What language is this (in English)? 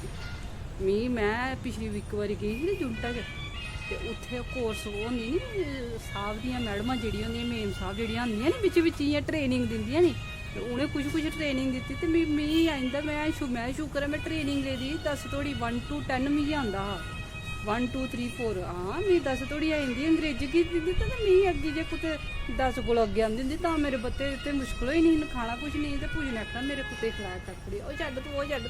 Dogri